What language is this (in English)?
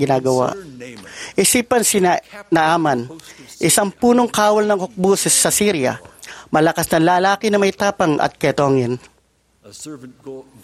Filipino